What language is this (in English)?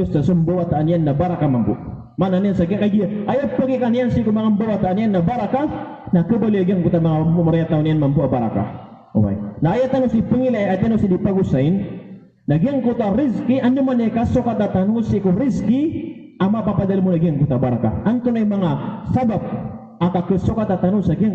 Maranao